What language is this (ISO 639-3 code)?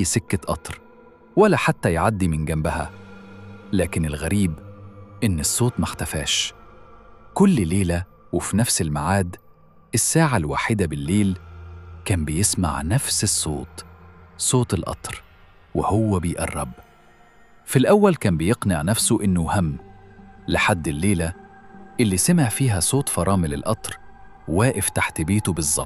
arz